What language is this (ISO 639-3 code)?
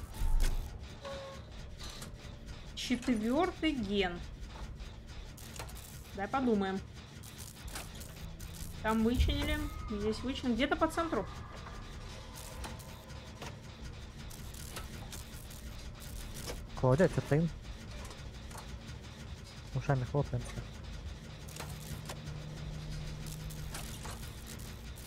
rus